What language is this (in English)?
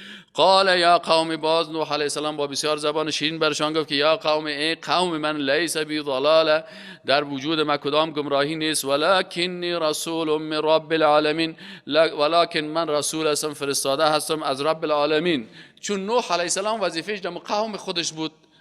Persian